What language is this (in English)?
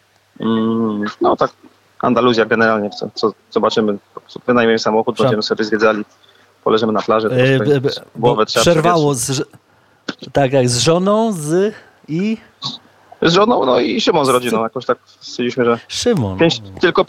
Polish